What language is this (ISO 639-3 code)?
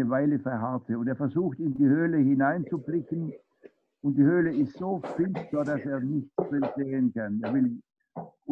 deu